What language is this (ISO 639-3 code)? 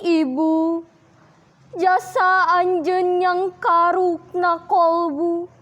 sun